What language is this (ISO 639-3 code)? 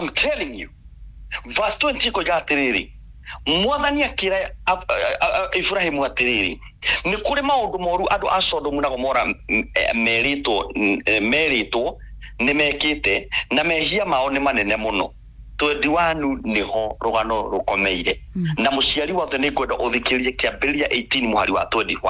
kik